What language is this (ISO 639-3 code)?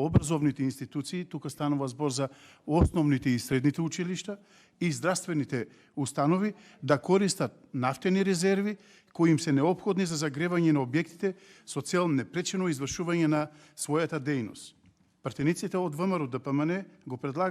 mkd